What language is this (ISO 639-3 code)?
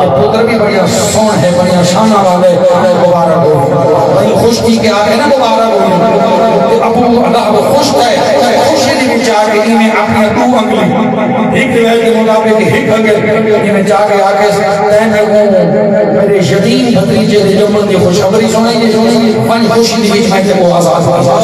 skr